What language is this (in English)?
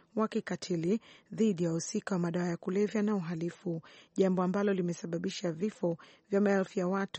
Swahili